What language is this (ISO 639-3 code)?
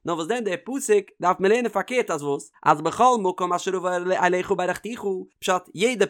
yid